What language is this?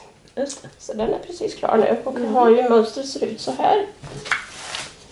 Swedish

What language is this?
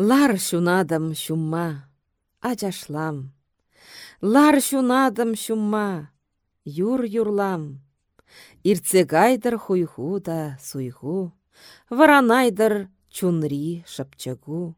Chuvash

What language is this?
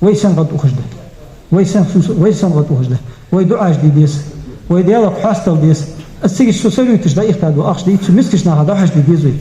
Ingush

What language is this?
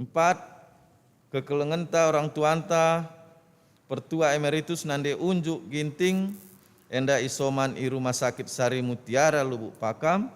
Batak Karo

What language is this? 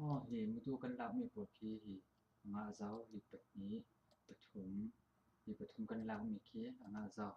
Falam Chin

